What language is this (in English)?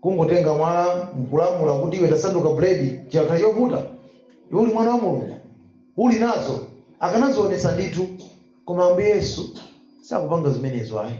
Nyanja